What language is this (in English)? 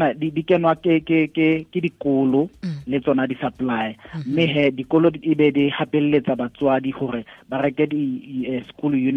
Southern Sotho